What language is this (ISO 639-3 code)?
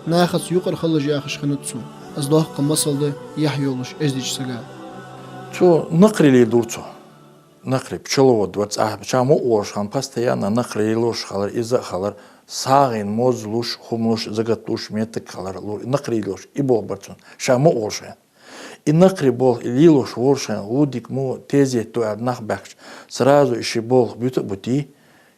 inh